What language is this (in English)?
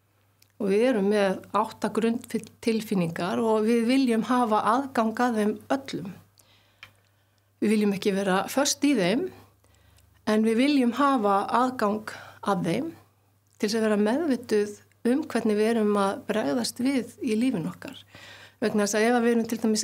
Icelandic